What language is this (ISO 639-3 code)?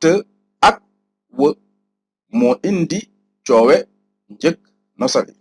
wol